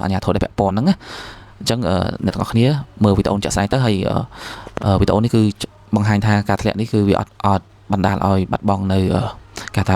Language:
Khmer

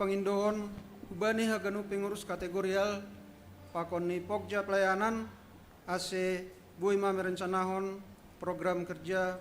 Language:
Batak Simalungun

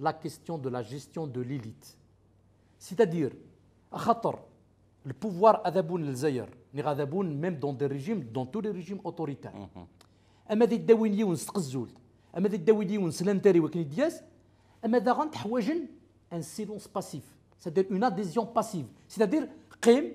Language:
Kabyle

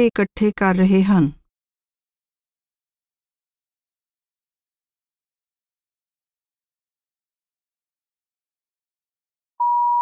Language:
Punjabi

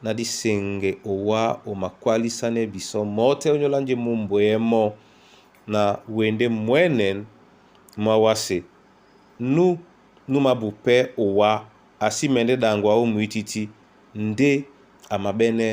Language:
Duala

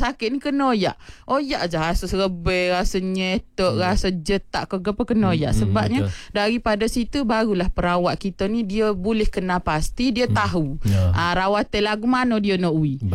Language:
Malay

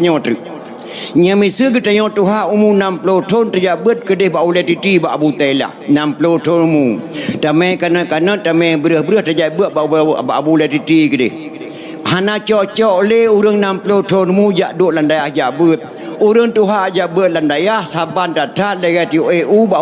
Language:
Achinese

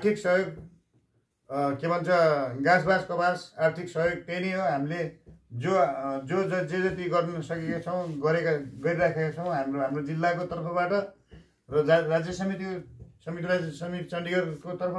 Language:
Nepali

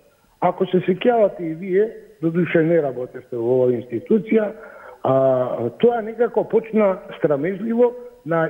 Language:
Macedonian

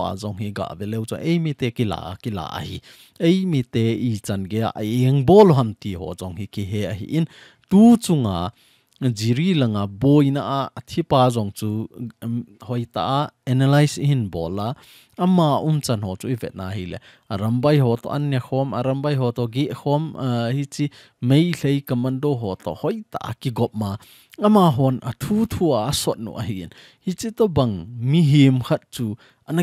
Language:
Thado Chin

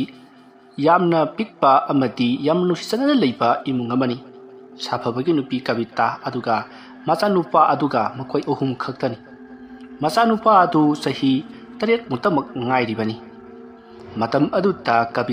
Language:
Manipuri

